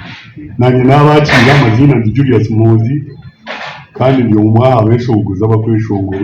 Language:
Nyankole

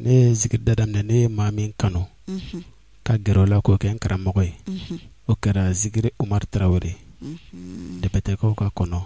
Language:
Bambara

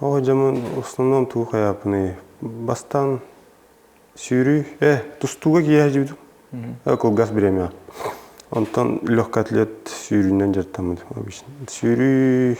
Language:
Yakut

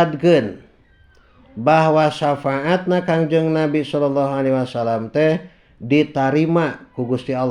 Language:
Sundanese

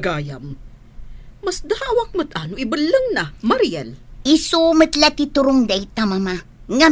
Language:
Iloko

